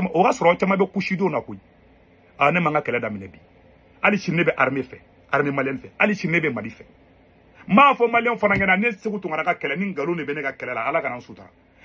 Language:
Bambara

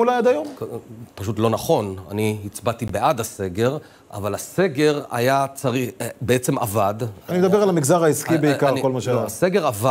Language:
Hebrew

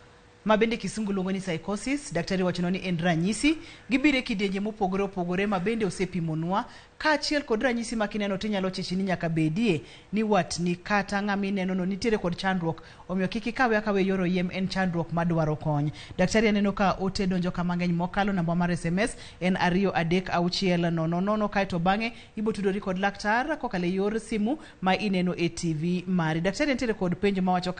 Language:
Luo (Kenya and Tanzania)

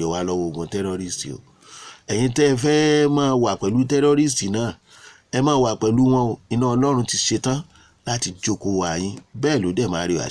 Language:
Yoruba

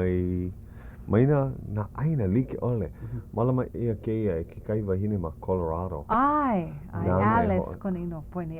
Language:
Hawaiian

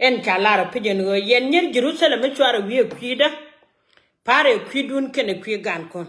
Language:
Nuer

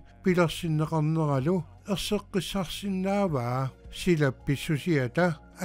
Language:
Kalaallisut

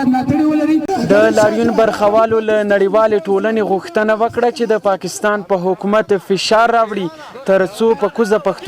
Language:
Pashto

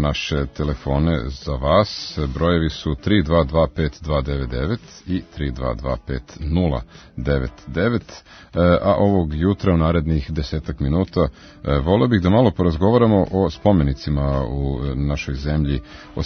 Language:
Serbian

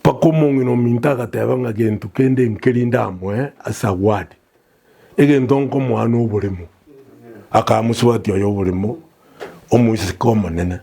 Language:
Gusii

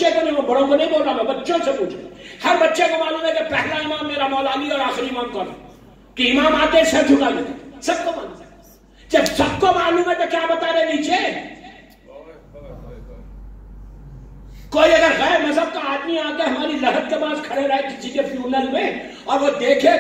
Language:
Urdu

